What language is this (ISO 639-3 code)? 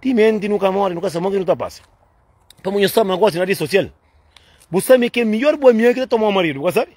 kea